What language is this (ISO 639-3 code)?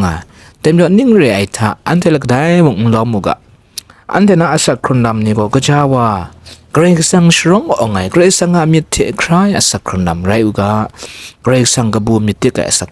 kac